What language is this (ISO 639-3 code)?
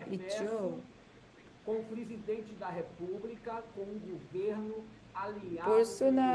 kor